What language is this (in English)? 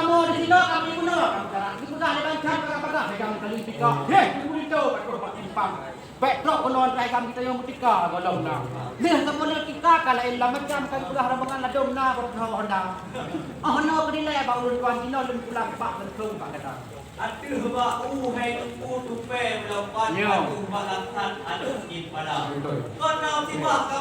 Achinese